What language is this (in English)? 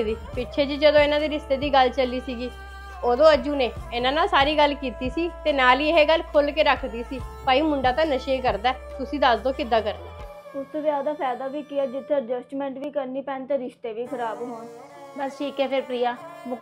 Punjabi